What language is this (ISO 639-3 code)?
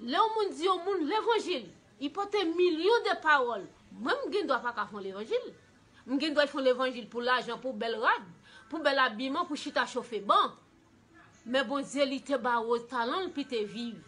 hat